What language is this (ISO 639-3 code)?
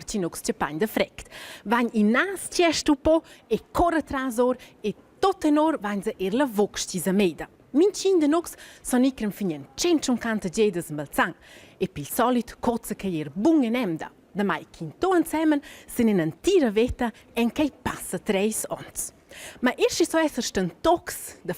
roh